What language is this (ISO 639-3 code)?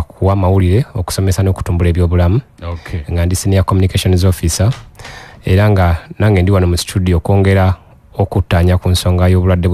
lug